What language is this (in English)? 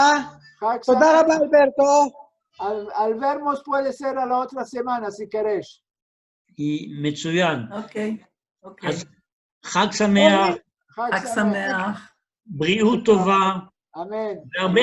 Ladino